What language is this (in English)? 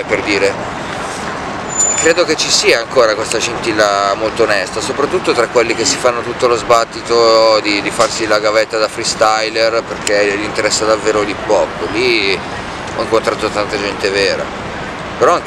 Italian